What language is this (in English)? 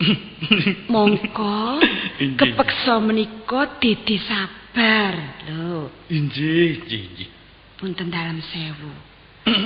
Javanese